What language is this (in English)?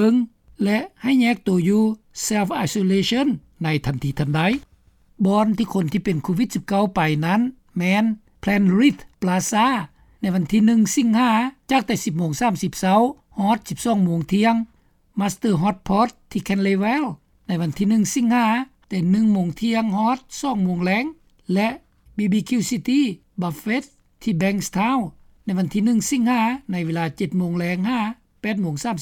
Lao